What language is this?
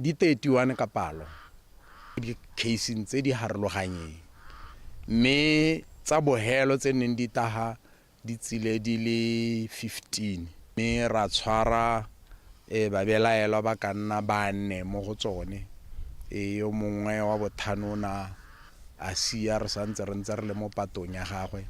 Tswana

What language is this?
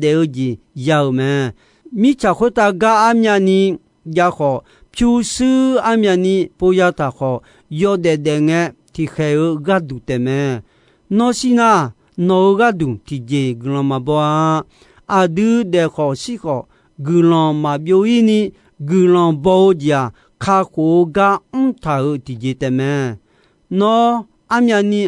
Akha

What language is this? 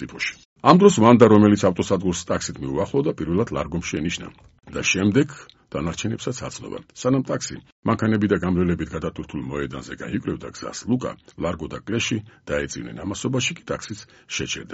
Georgian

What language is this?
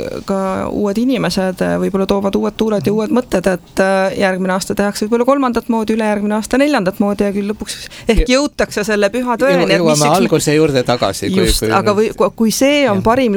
Estonian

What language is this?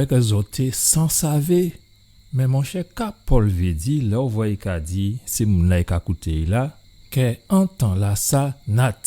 Guadeloupean Creole French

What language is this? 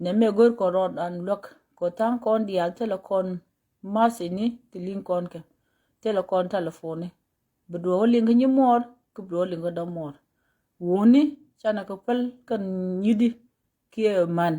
Nuer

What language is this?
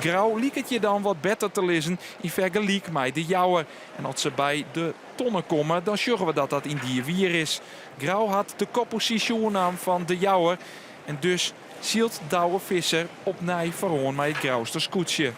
Western Frisian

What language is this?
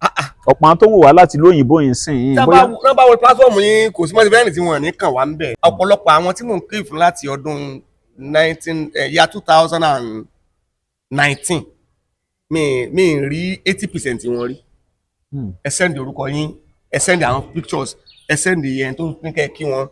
Yoruba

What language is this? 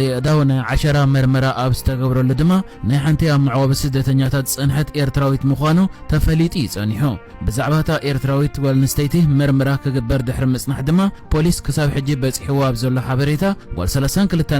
Tigrinya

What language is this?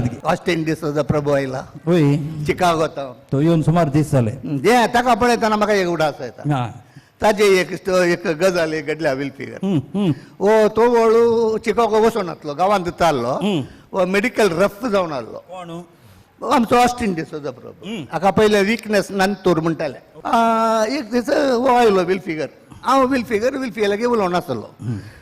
Konkani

